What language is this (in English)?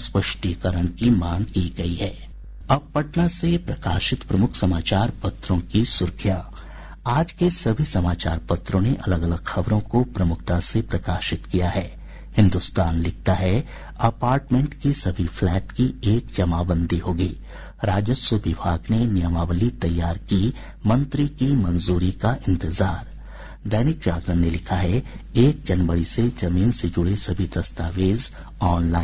Hindi